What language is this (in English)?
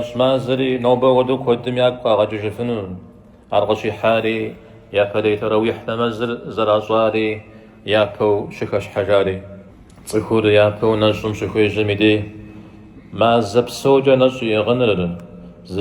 Kabardian